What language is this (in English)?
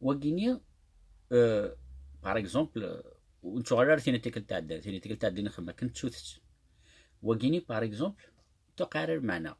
Kabyle